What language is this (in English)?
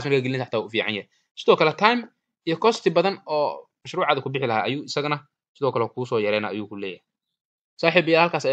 Somali